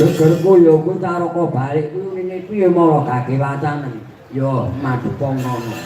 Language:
Javanese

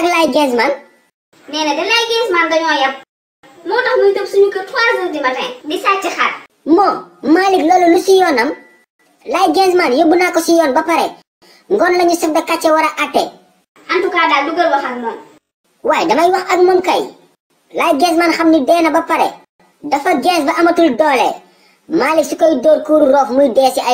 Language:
Wolof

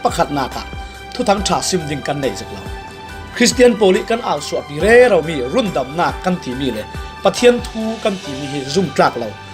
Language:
Falam Chin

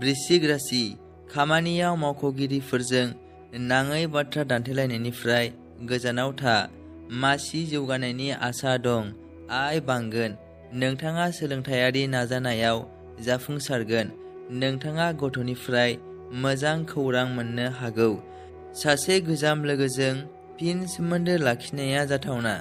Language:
Bodo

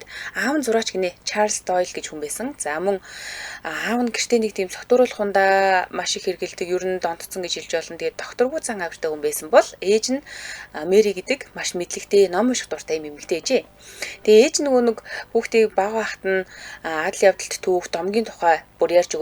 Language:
Mongolian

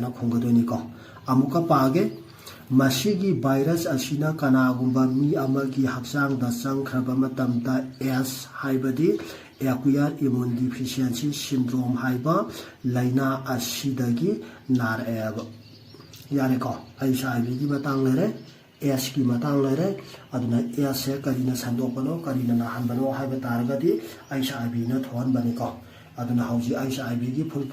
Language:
Manipuri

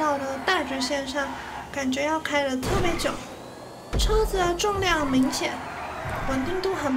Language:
Chinese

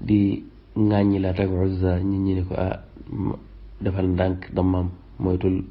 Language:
Wolof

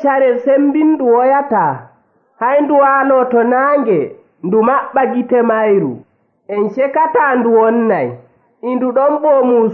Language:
Nigerian Fulfulde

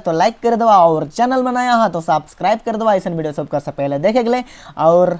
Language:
Sadri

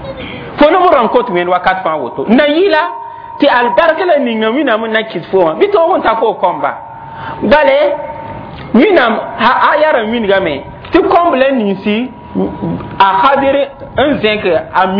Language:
Mossi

